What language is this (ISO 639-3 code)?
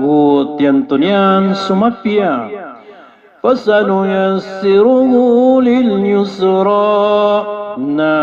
mrw